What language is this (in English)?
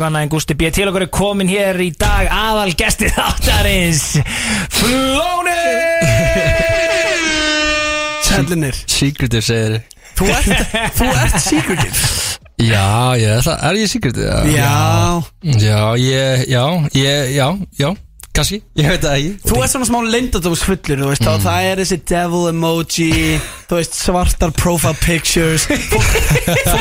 Icelandic